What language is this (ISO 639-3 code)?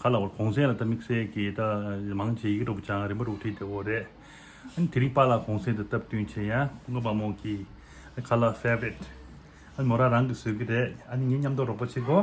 bod